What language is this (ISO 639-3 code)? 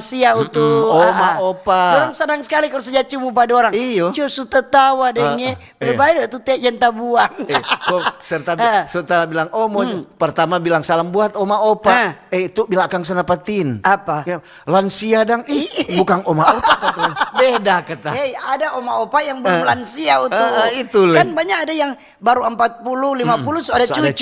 xmm